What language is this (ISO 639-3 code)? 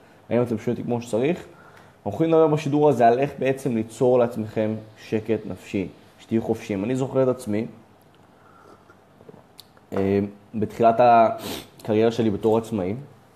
heb